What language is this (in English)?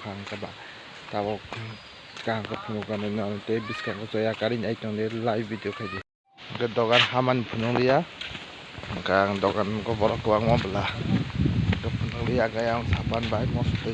Kok Borok